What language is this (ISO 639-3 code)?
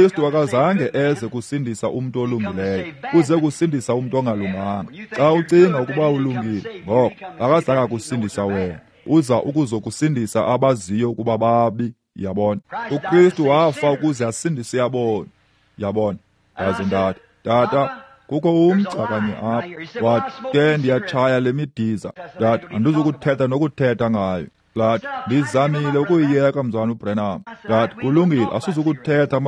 xho